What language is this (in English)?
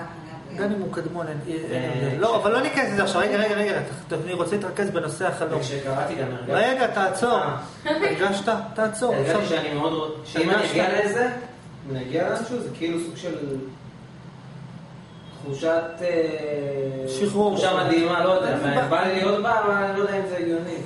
Hebrew